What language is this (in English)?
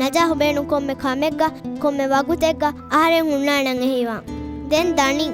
Divehi